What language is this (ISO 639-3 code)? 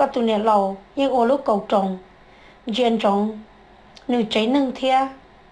hmn